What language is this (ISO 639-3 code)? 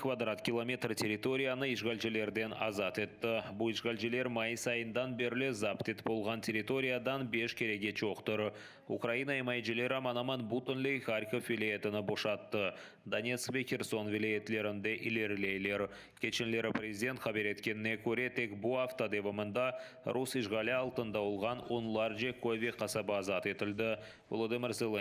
crh